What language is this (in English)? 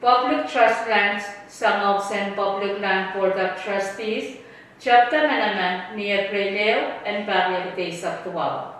Pohnpeian